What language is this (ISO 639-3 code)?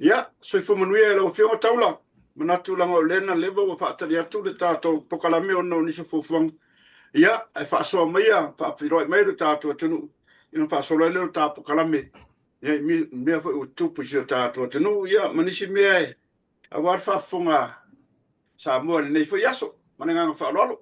smo